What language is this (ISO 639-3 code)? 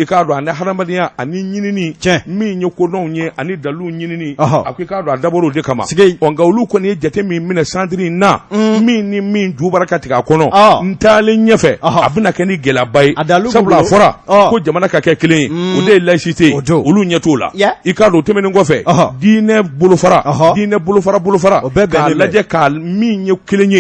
bam